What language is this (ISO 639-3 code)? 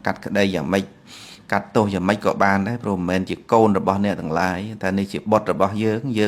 khm